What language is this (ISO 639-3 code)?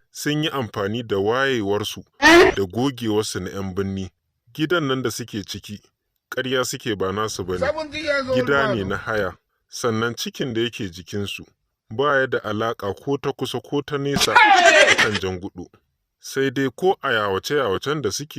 hau